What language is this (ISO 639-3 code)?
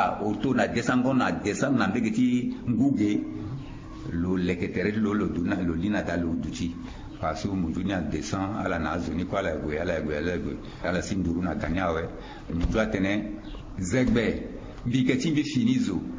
sag